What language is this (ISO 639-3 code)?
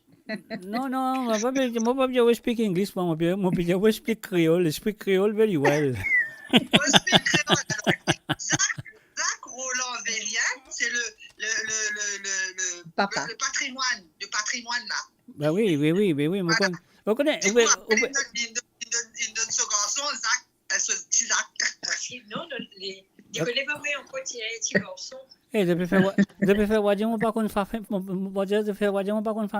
mfe